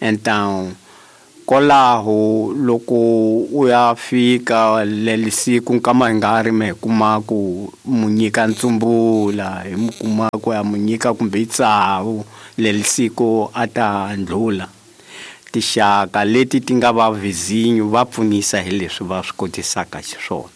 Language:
Tsonga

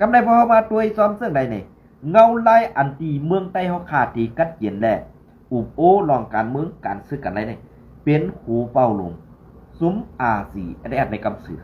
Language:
Shan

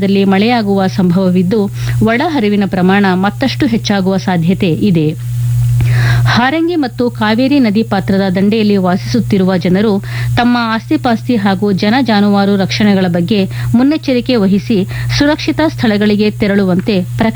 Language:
Kannada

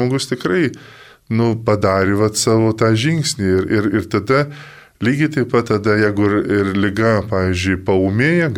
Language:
Lithuanian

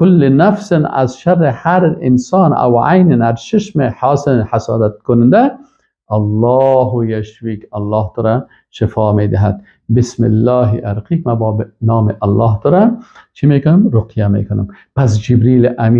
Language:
Persian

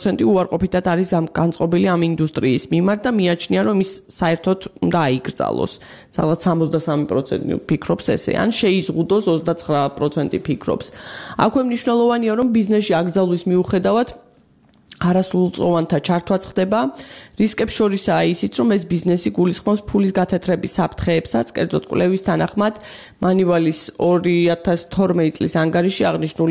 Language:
Georgian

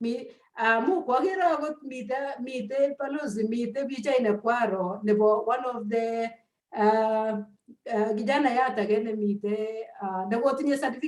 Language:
Kalenjin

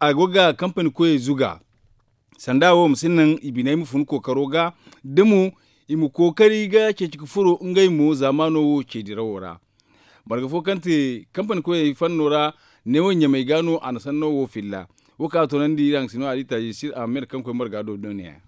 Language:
Zarma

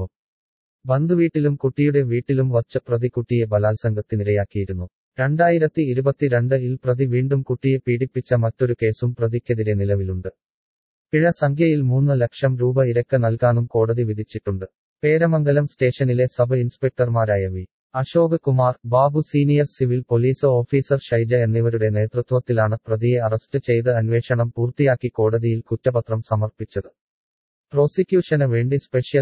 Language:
Malayalam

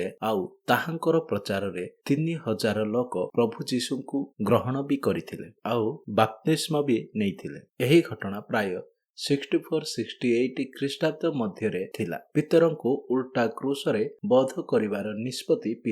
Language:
Odia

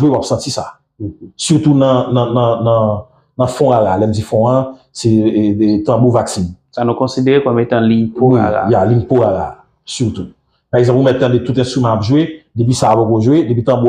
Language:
Haitian Creole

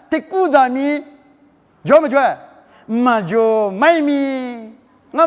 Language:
Lisu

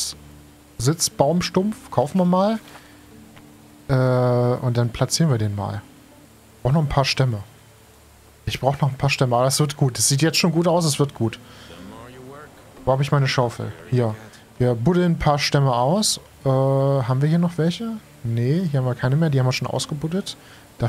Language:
German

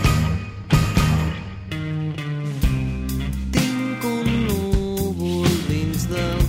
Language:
Catalan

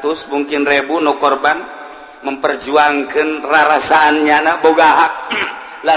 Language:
Sundanese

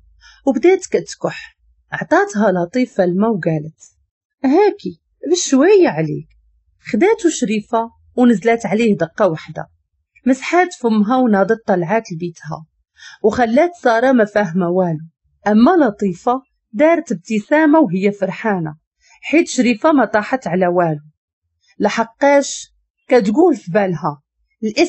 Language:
Moroccan Arabic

